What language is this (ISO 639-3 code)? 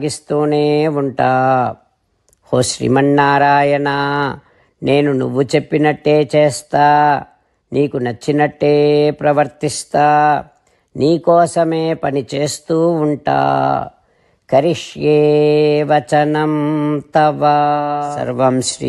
tel